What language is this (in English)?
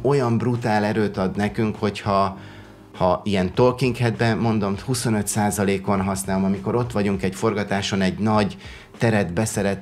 Hungarian